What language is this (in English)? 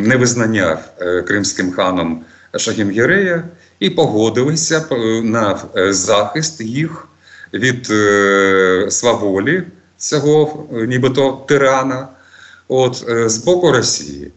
Ukrainian